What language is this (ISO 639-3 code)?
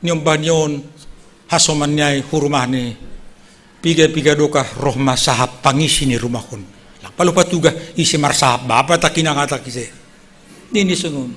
bts